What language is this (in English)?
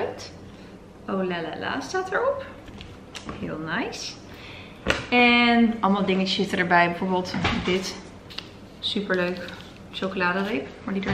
Dutch